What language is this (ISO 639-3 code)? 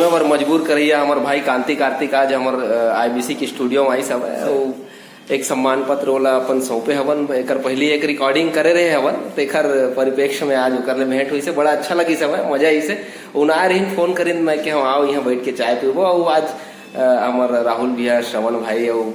hne